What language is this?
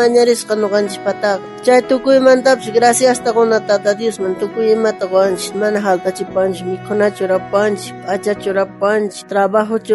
South Bolivian Quechua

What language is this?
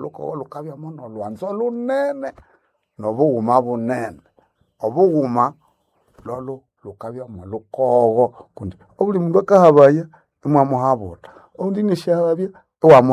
Nande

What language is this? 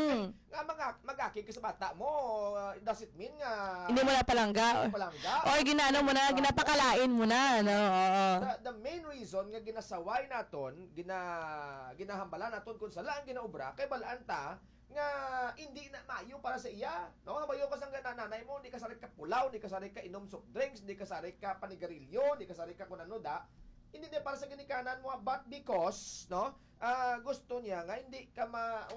Hiligaynon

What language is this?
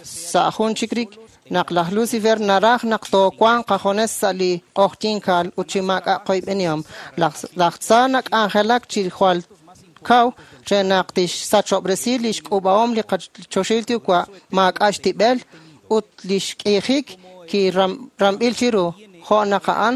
Kekchí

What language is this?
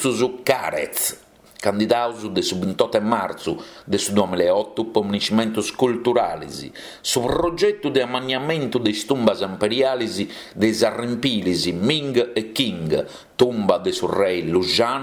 Sardinian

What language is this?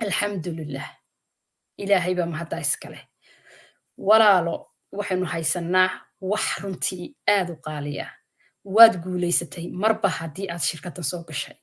Somali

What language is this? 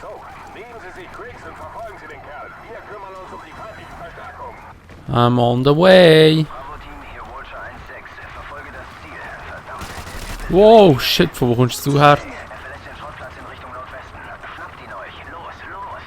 Swiss German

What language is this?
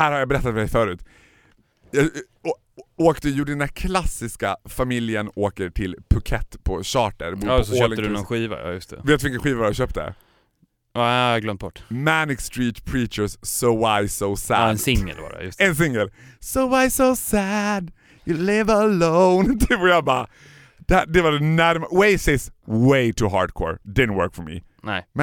Swedish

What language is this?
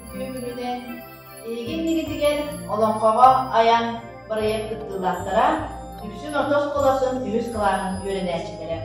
Yakut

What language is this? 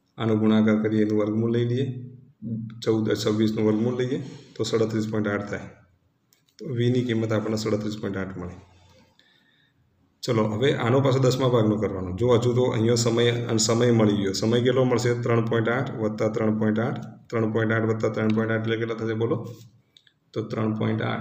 Gujarati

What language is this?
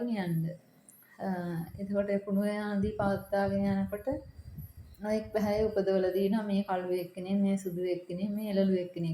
Sinhala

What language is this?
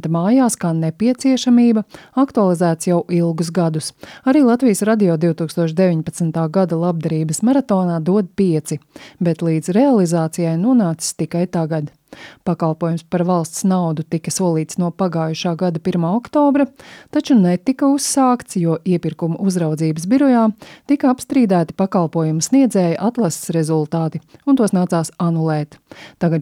Latvian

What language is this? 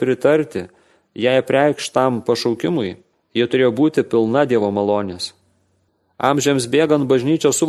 Lithuanian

